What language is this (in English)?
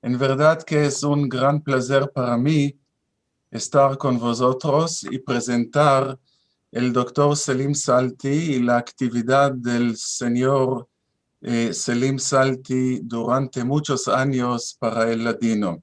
Ladino